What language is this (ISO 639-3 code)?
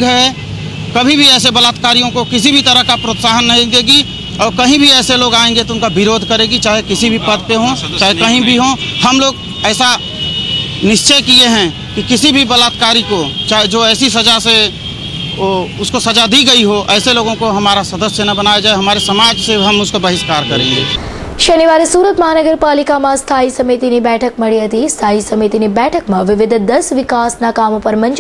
guj